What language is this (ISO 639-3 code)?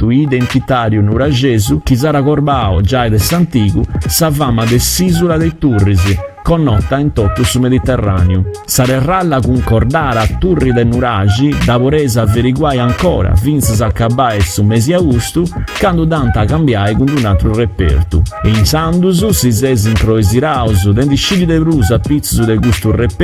srd